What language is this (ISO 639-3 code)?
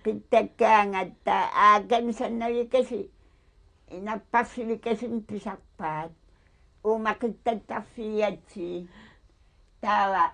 kal